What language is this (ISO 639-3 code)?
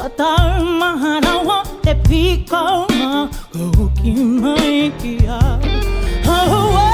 mri